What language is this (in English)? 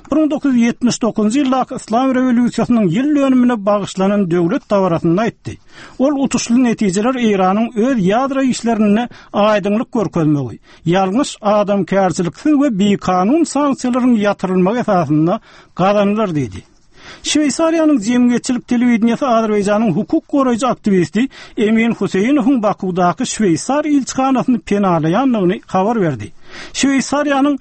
Turkmen